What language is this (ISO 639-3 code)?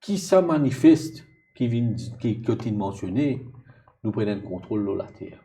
mfe